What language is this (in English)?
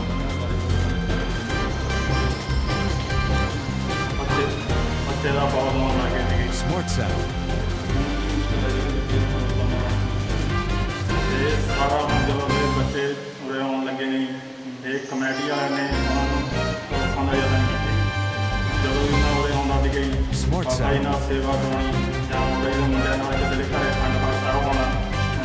Punjabi